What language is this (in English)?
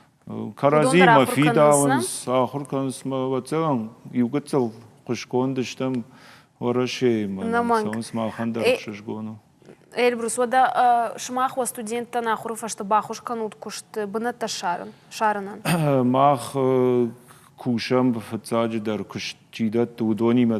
Ossetic